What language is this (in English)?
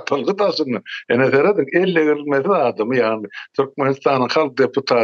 Turkmen